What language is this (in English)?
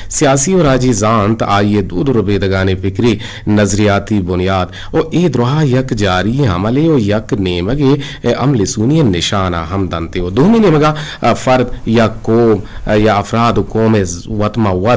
Eastern Balochi